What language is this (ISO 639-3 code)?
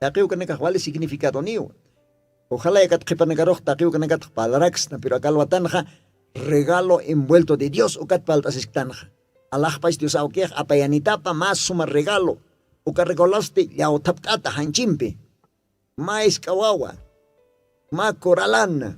aym